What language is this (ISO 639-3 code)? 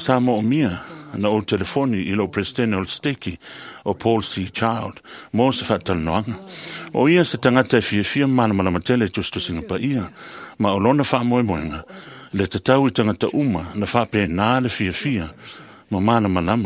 smo